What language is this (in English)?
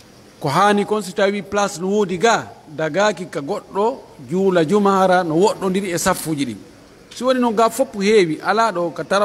Pular